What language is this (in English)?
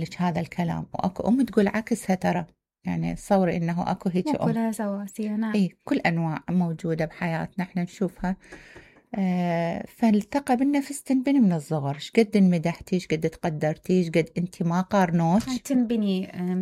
Mesopotamian Arabic